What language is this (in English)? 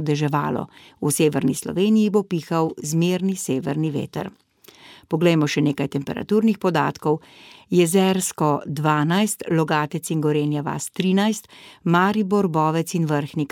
Slovenian